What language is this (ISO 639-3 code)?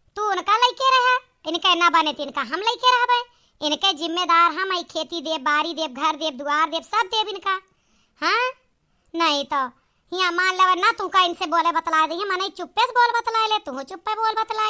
awa